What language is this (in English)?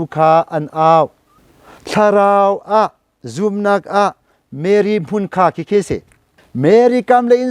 Hakha Chin